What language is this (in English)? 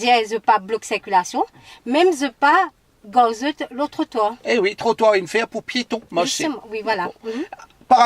Morisyen